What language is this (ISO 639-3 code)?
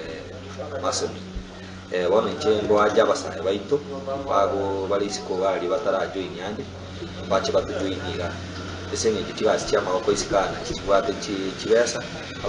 guz